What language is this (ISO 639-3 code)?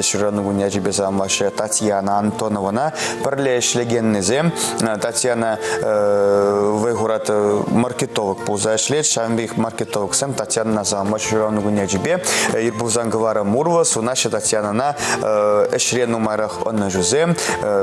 chv